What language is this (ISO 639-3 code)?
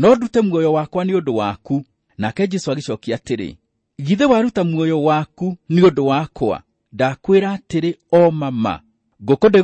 kik